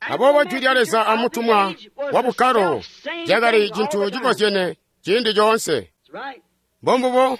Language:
Tonga (Zambia)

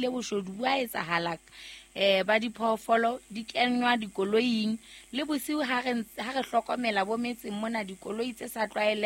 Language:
Southern Sotho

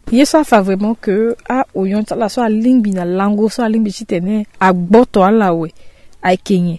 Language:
Sango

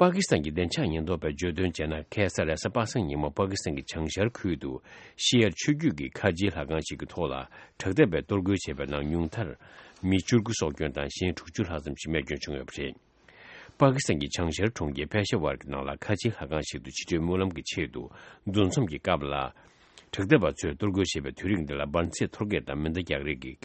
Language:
Tibetan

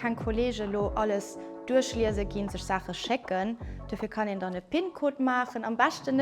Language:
Luxembourgish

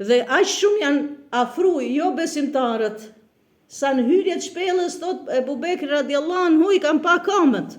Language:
Albanian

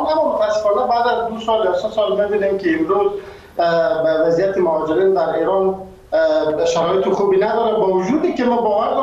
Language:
Persian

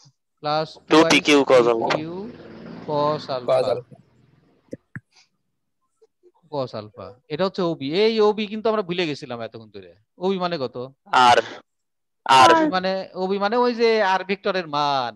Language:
Bangla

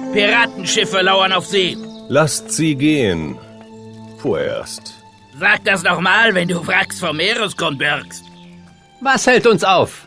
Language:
Bavarian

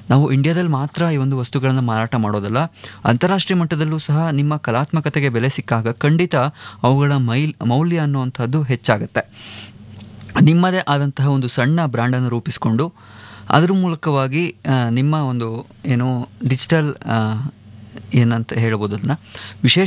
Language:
Kannada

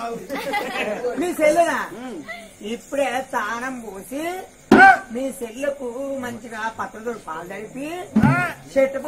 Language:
Telugu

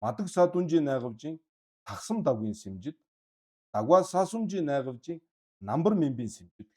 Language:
Mongolian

